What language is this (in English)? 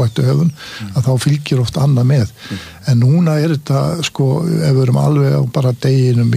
Icelandic